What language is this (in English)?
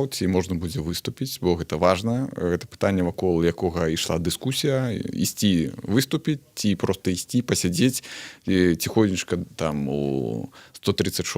Belarusian